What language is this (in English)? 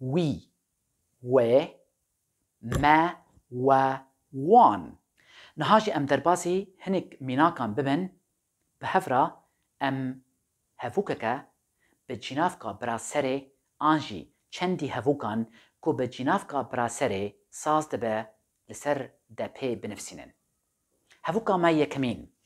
Kurdish